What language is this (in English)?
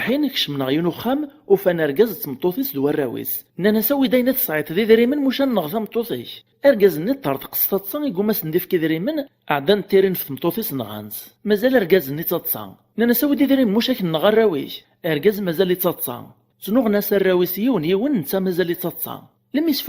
Kabyle